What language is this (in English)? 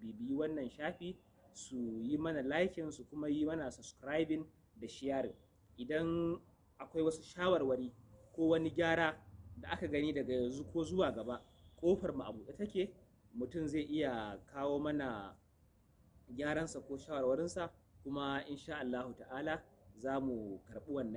Hausa